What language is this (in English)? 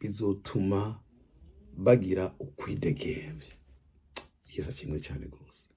Rundi